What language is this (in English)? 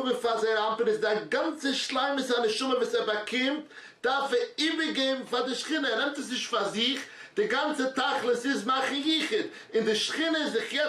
Yiddish